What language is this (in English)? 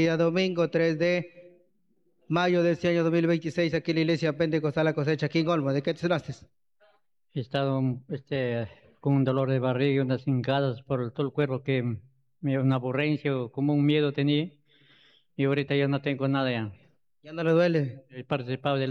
Spanish